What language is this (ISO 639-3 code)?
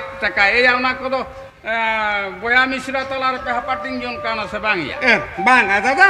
sat